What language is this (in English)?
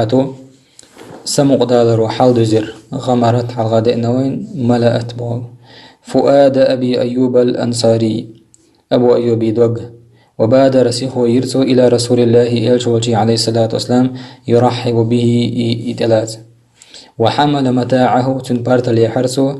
Chechen